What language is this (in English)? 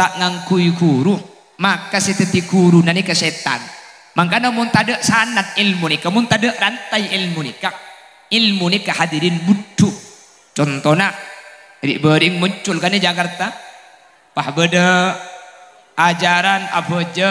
Madurese